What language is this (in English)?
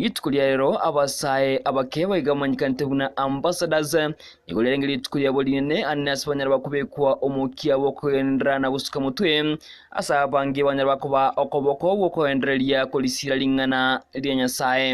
Gusii